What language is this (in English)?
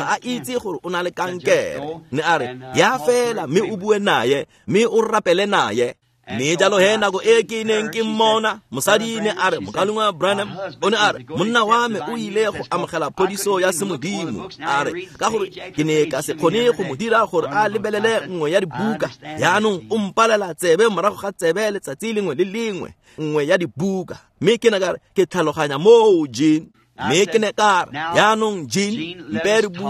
Tswana